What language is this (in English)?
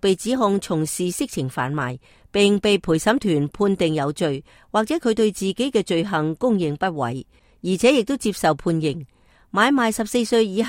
Cantonese